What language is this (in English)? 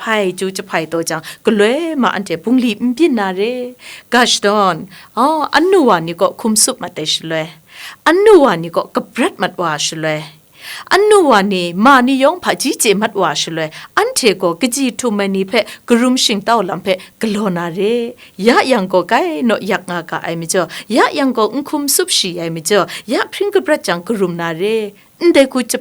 Kachin